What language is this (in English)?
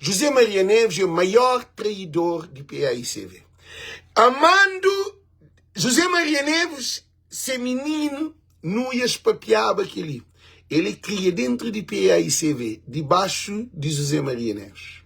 Kabuverdianu